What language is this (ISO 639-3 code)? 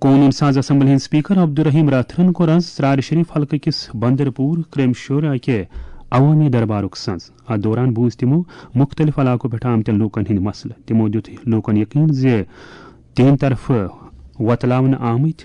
kas